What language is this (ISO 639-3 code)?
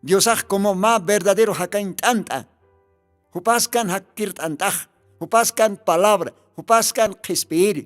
aym